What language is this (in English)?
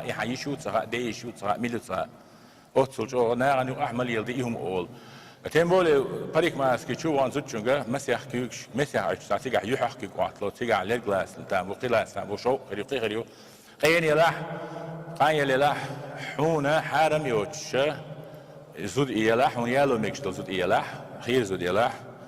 Chechen